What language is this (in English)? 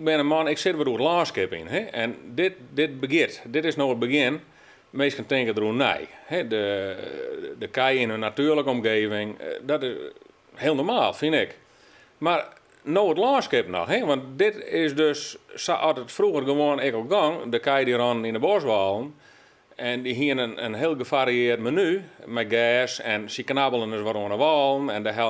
Western Frisian